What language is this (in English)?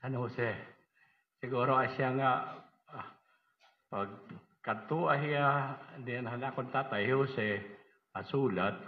Waray